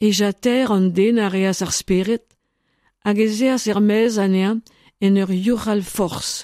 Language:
Breton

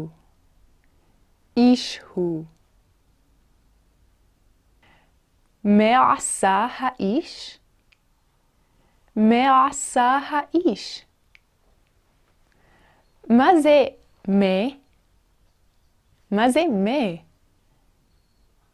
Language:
Hebrew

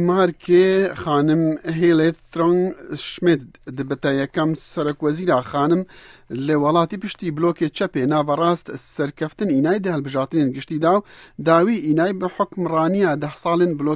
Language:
Central Kurdish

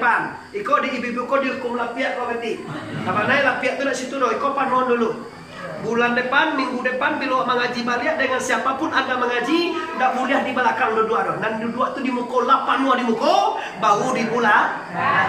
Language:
Minangkabau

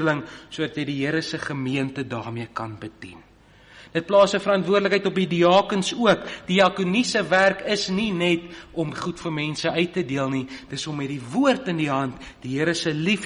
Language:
Afrikaans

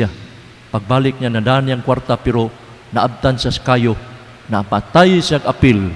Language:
Cebuano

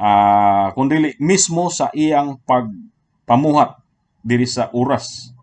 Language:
Cebuano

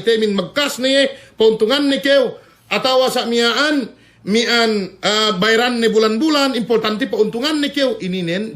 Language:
Yakan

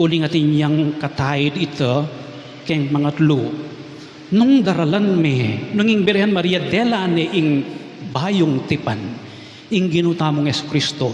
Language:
Pampanga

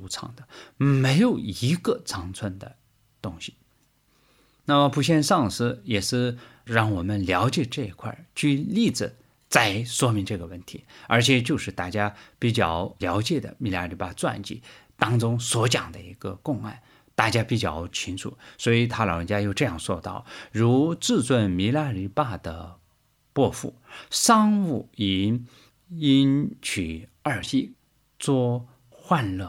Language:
Chinese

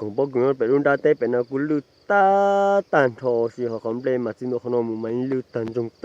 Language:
Hmong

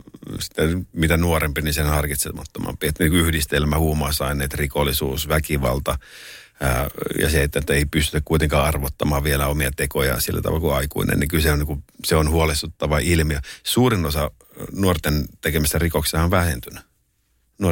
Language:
Finnish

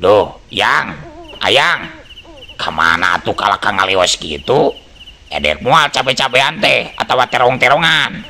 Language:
Sundanese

